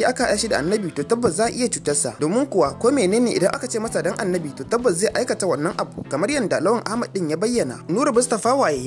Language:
Hausa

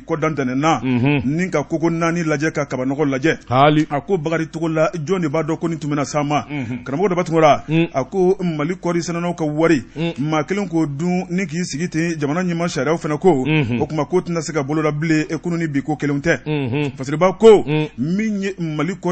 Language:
Bambara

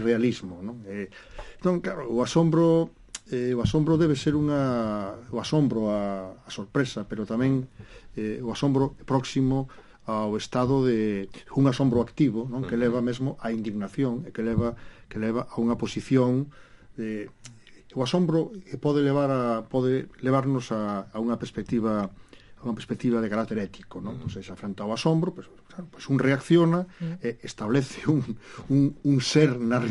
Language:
Galician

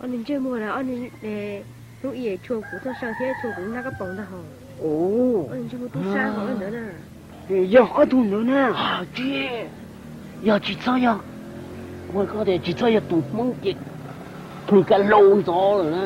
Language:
Hmong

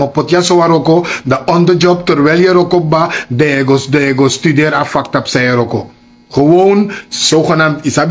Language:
Sranan Tongo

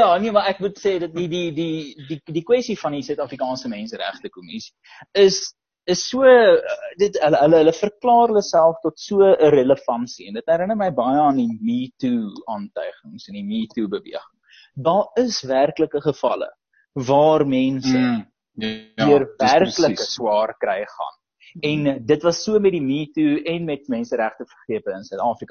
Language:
Afrikaans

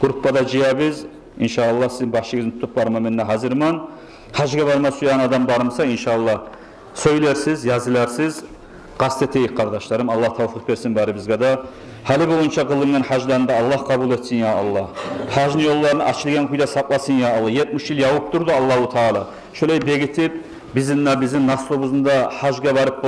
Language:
Kumyk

